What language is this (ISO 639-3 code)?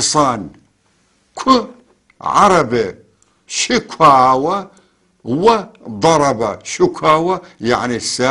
apc